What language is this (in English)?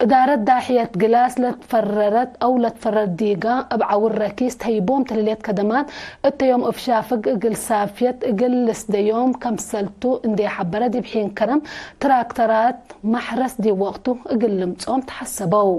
Tigre